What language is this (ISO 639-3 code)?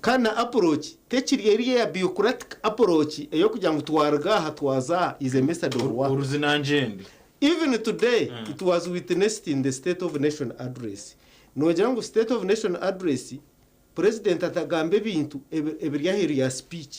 nyn